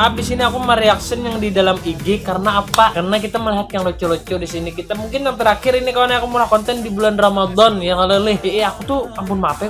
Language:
Banjar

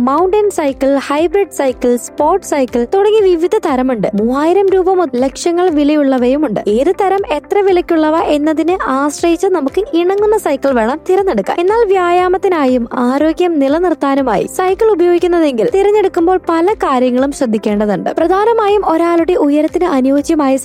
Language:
Malayalam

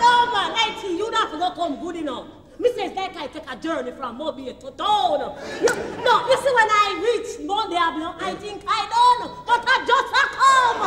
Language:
Jamaican Creole English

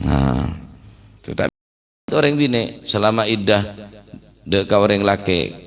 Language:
Madurese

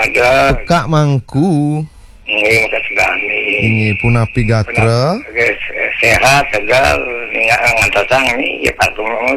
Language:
Balinese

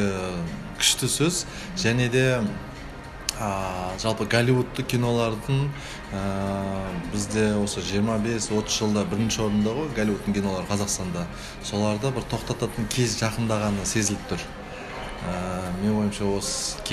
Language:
Kazakh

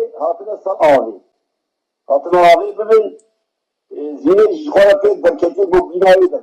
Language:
Kurdish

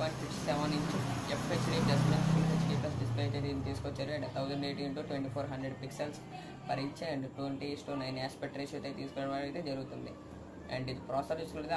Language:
Telugu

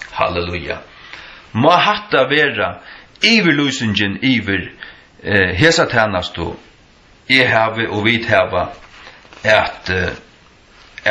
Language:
Faroese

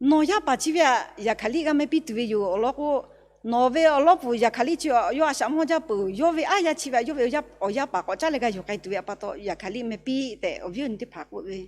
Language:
Lahu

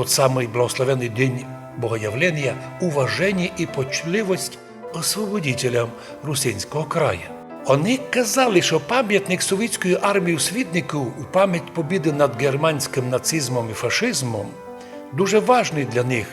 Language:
Rusyn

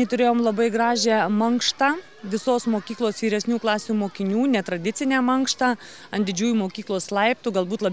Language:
Lithuanian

